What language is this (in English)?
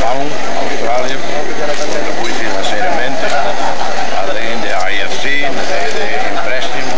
Tetum